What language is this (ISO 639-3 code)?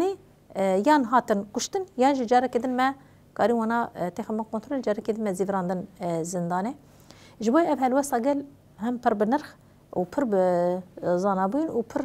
kur